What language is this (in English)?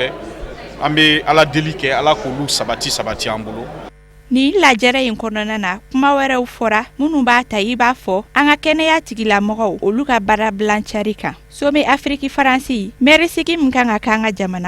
Bambara